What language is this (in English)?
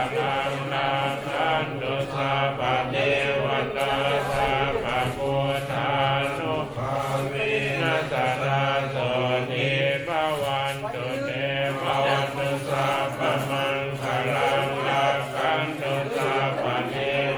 Pali